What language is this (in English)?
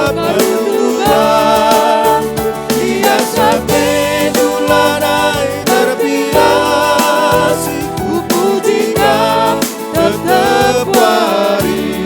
Batak Karo